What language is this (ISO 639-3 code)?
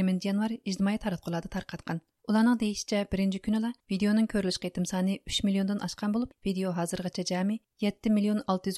uig